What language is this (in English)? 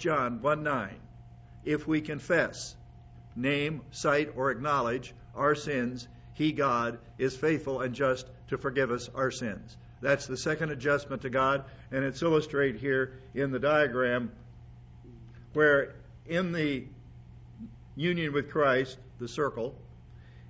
English